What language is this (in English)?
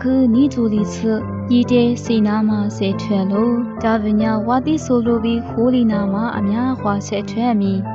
Lisu